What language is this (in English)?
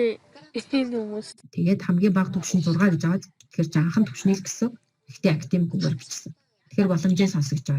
Mongolian